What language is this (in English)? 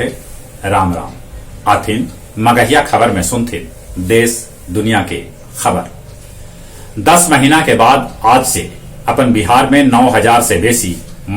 Magahi